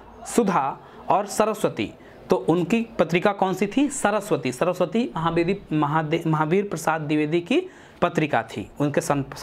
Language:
Hindi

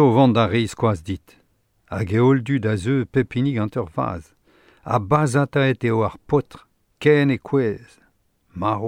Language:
Breton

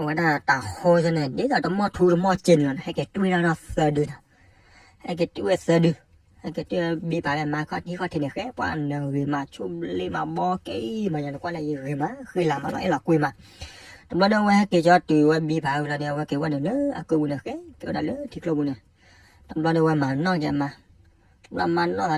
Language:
S'gaw Karen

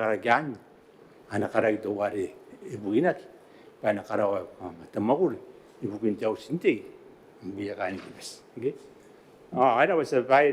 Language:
Gilbertese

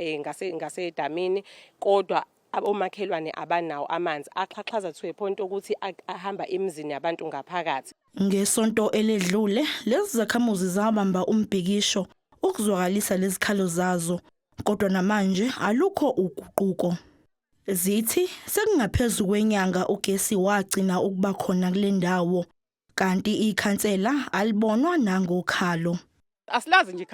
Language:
Zulu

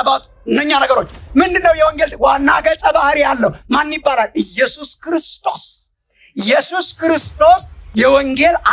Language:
Amharic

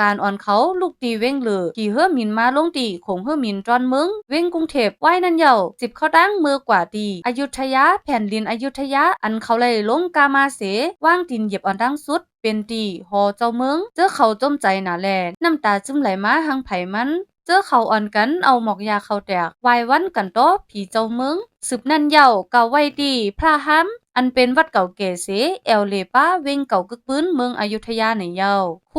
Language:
Shan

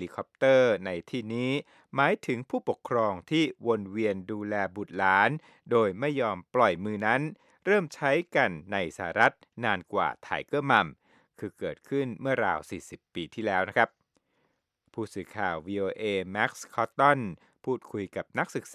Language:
Thai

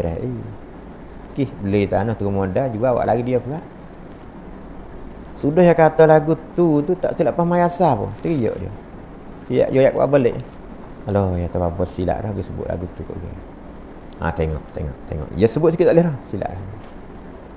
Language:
Malay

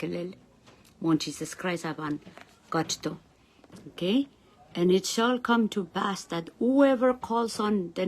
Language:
Pohnpeian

